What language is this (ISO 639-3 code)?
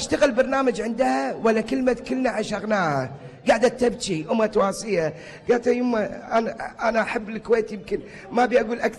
afb